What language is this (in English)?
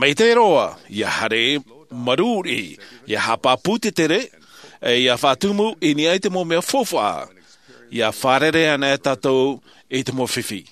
Tahitian